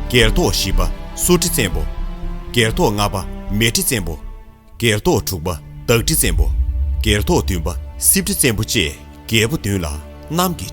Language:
Tibetan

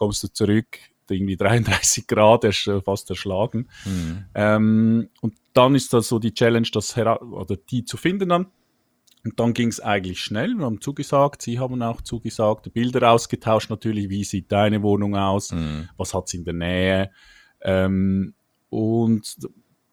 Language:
German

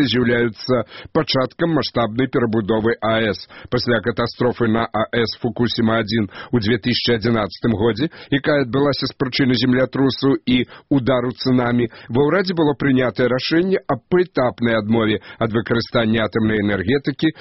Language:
Belarusian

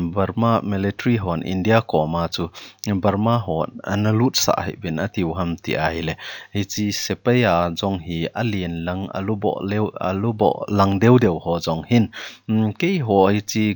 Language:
Thado Chin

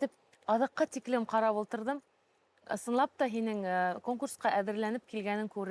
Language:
Bashkir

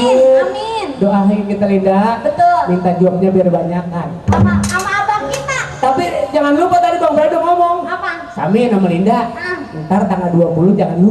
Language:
Betawi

